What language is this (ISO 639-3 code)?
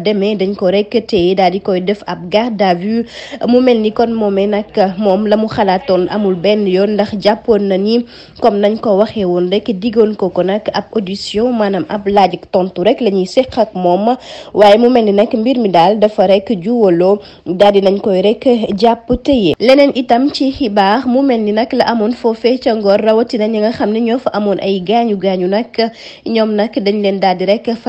wol